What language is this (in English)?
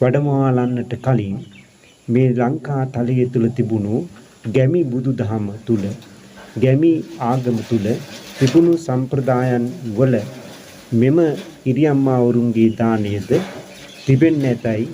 Sinhala